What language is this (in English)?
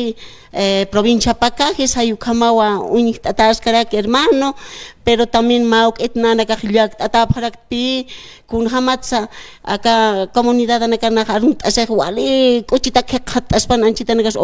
Aymara